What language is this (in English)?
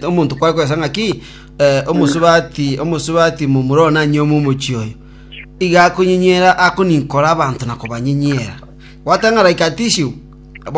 Gusii